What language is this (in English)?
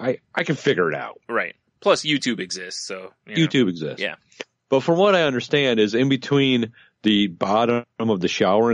English